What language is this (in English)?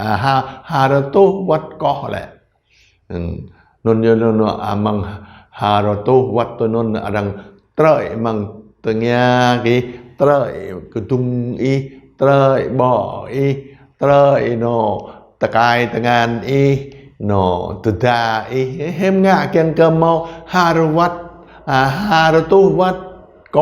Jarai